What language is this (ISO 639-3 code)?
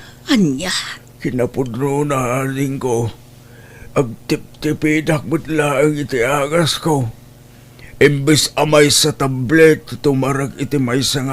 ilo